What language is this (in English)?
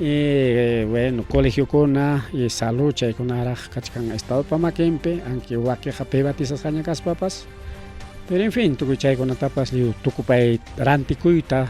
Ayacucho Quechua